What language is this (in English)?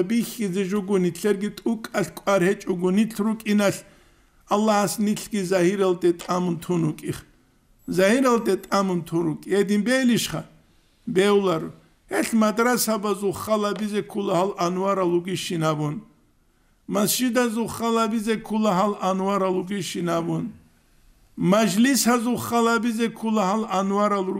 Avaric